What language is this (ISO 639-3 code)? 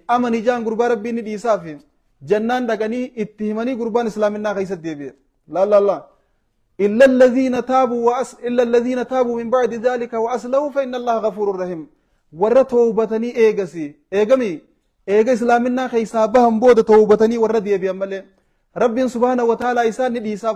orm